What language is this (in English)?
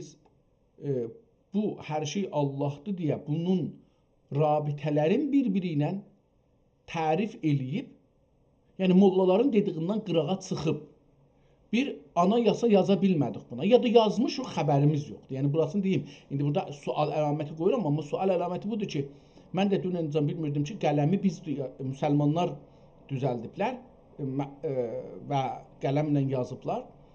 South Azerbaijani